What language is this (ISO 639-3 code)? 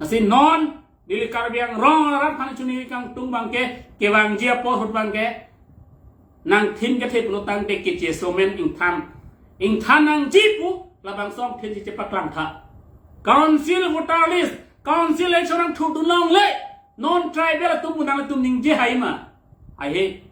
mjw